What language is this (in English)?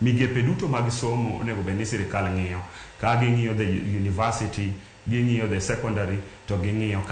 Luo (Kenya and Tanzania)